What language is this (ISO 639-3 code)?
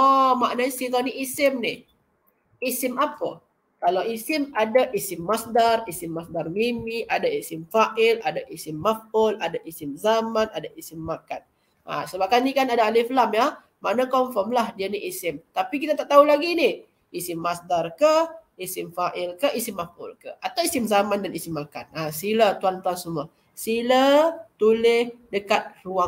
msa